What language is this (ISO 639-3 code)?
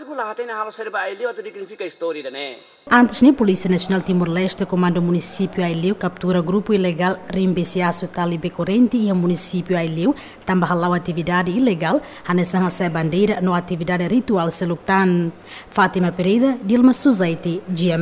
tet